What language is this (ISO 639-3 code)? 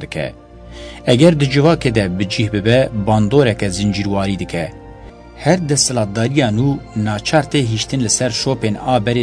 kur